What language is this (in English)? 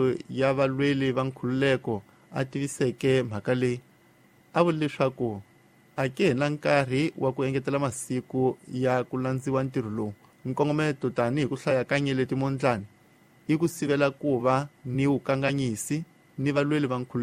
Tsonga